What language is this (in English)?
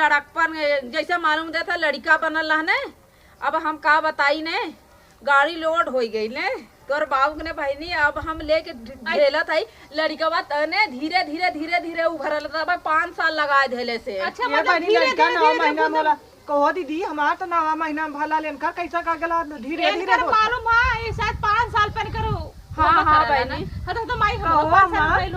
Awadhi